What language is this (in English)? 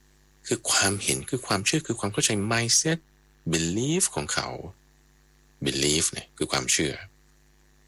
Thai